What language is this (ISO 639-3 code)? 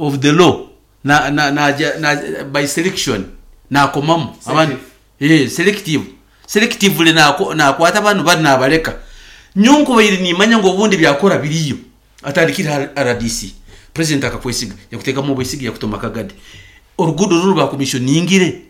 nyn